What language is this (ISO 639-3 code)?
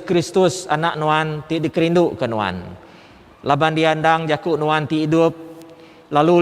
iba